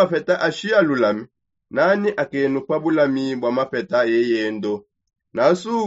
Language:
Songe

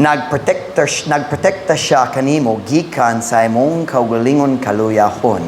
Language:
Cebuano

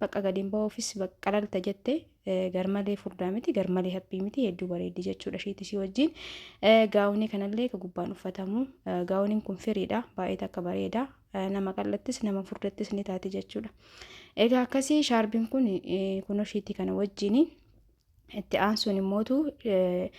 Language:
Oromo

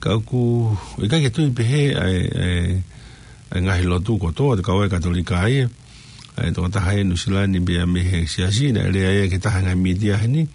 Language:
Tongan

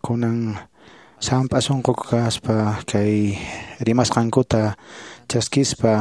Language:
Quechua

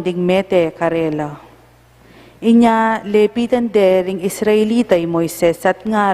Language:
Pampanga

